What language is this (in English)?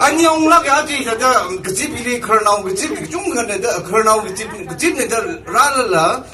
Tangkhul Naga (India)